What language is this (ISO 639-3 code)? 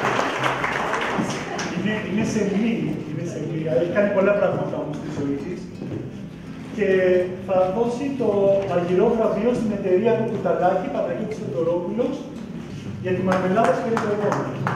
ell